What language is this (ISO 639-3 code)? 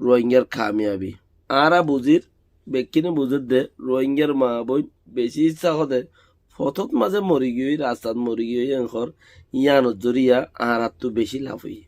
rhg